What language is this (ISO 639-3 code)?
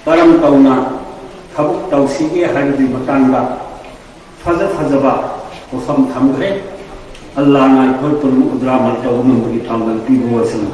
mni